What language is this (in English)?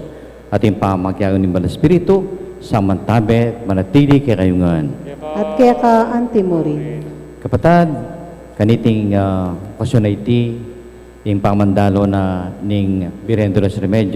Pampanga